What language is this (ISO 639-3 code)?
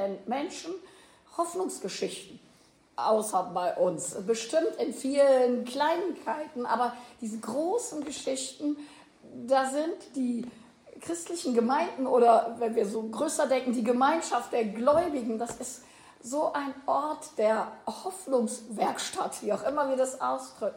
deu